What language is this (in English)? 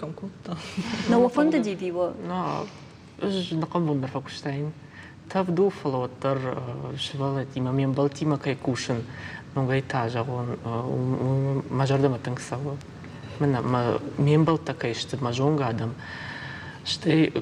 Ossetic